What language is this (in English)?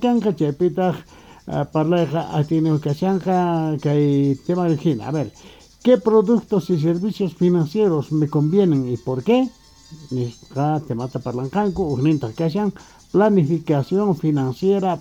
Quechua